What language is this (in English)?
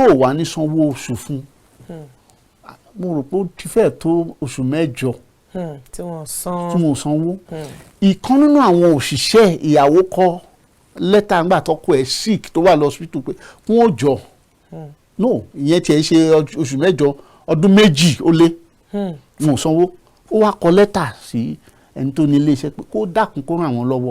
Yoruba